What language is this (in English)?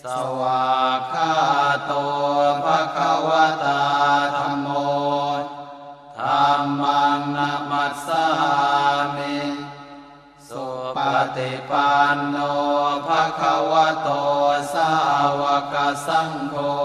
Pali